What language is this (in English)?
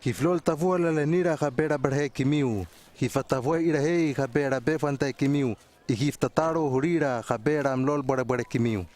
Hano